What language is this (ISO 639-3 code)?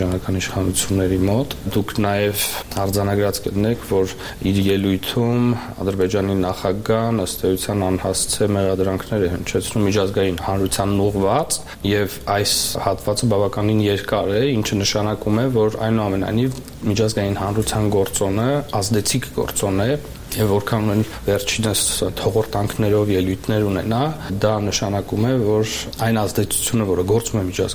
hye